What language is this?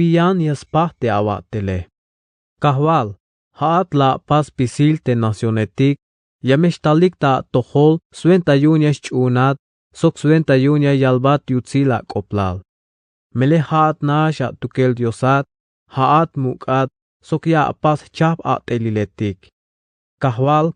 Tzeltal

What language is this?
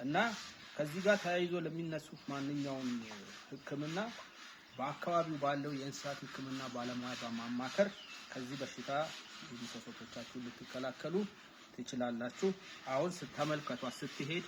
Amharic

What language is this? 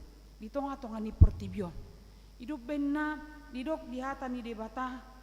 Batak Toba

